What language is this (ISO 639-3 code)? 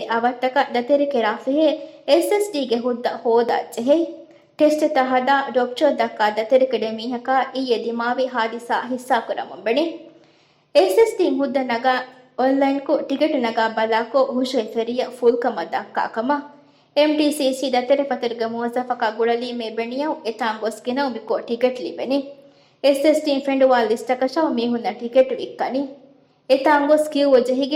div